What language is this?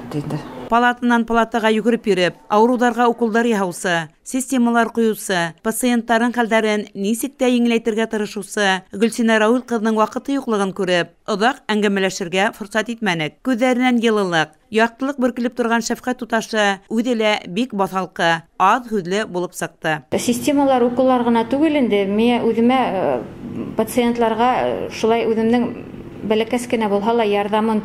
Bashkir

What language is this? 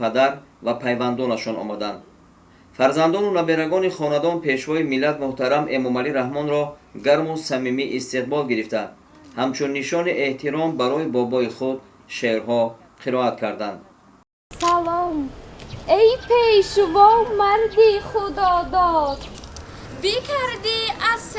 Tajik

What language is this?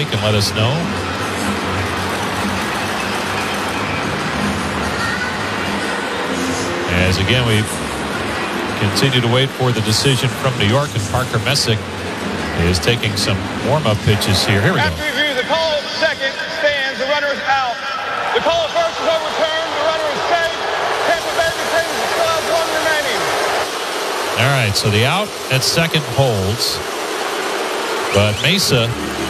English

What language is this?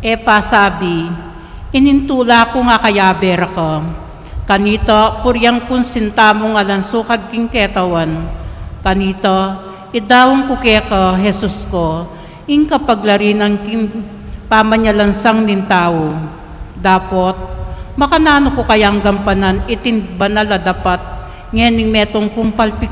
Pampanga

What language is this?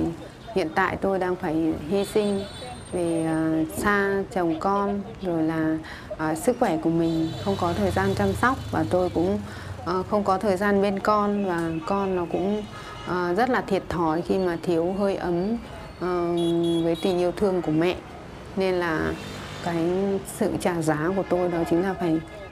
Vietnamese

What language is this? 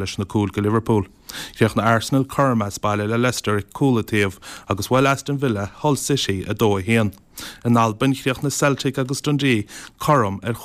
Irish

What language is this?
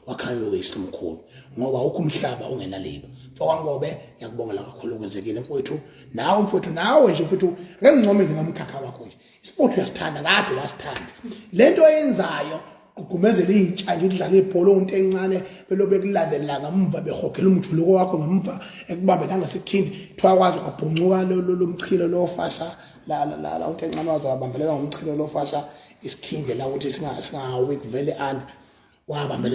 Zulu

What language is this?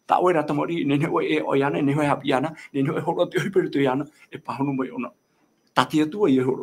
Tahitian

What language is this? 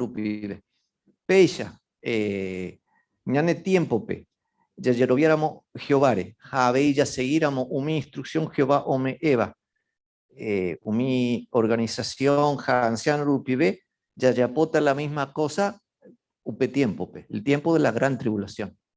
Guarani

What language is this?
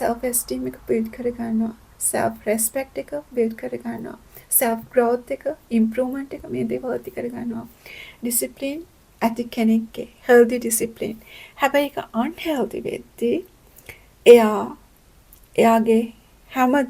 Sinhala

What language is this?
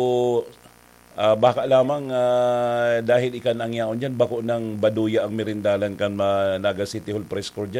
Bikol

